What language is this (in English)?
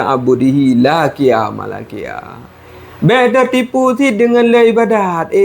Achinese